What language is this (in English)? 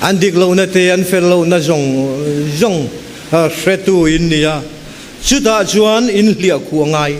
Mizo